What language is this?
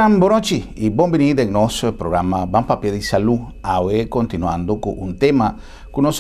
Papiamento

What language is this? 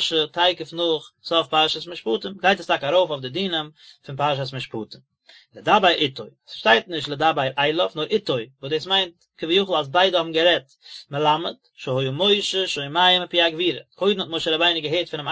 Yiddish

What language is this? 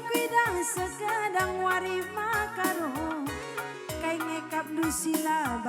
Batak Karo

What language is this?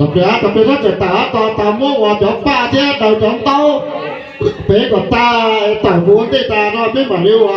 Hmong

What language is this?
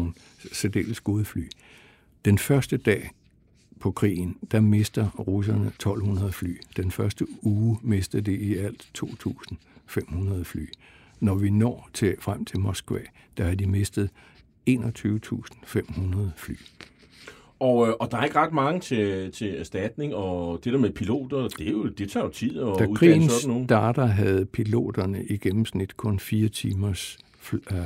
Danish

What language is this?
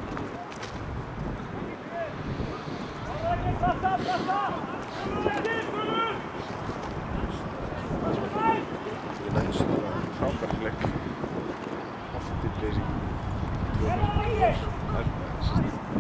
Icelandic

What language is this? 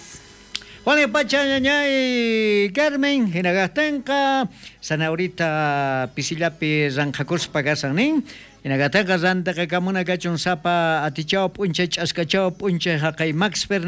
South Bolivian Quechua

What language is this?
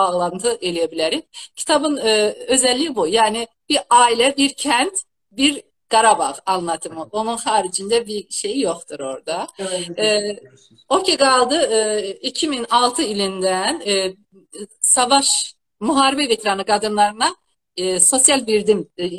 South Azerbaijani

